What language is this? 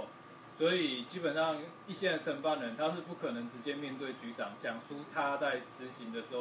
Chinese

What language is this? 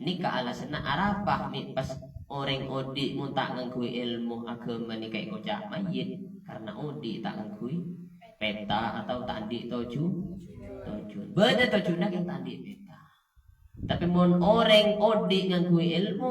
Madurese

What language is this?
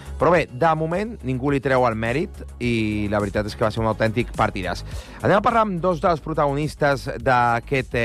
Catalan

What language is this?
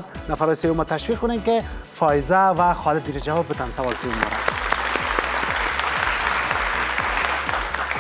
Persian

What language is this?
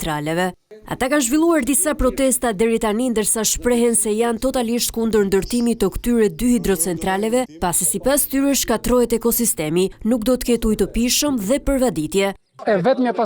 Albanian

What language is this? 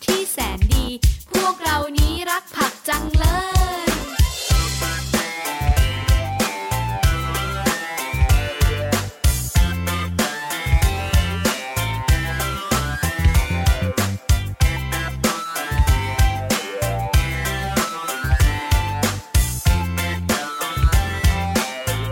Thai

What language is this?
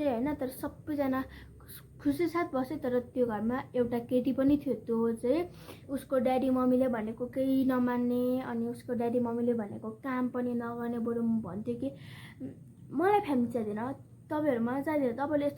Nepali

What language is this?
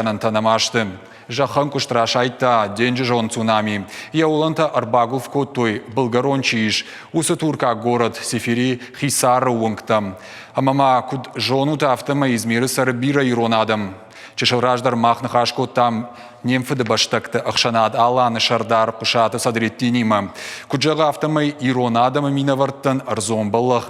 Ossetic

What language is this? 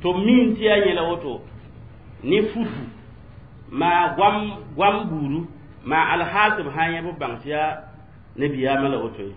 Mossi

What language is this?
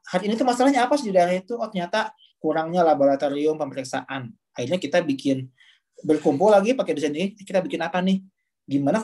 Indonesian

